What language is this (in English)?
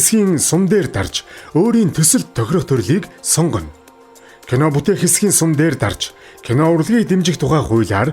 Mongolian